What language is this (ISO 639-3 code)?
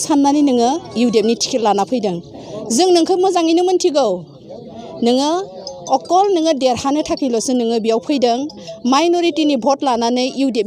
brx